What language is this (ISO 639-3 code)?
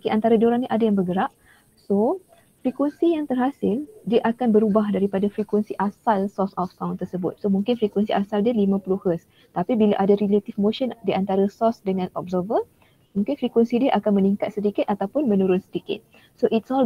msa